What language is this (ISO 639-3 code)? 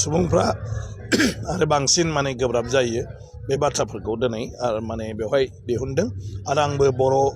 brx